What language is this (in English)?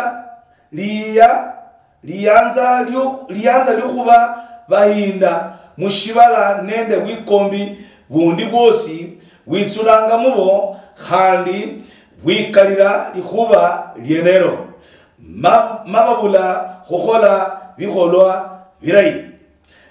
Luyia